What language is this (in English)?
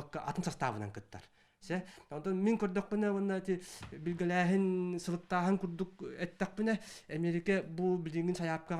Yakut